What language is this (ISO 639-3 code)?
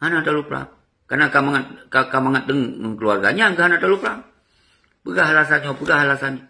ace